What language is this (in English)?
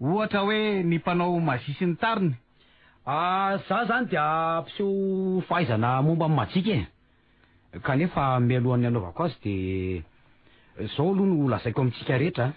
Malagasy